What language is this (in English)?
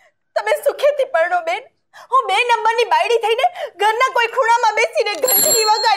Gujarati